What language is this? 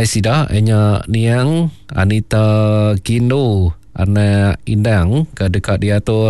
Iban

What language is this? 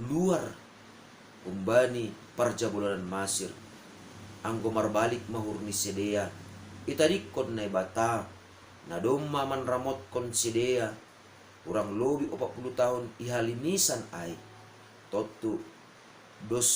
Batak Simalungun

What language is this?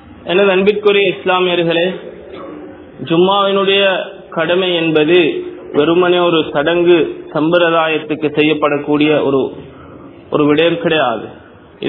Tamil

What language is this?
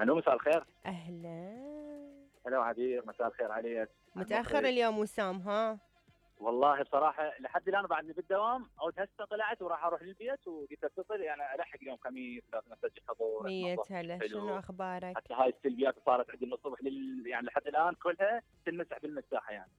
Mesopotamian Arabic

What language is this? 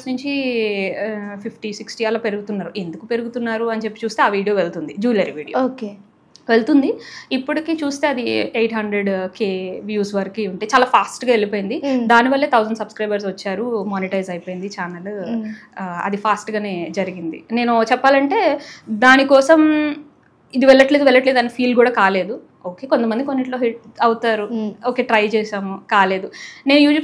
Telugu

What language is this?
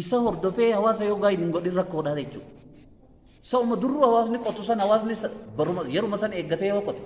Oromo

